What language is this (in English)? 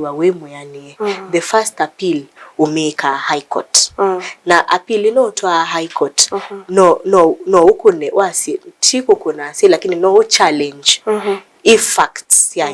Kamba